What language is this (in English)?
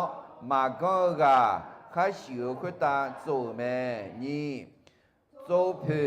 Akha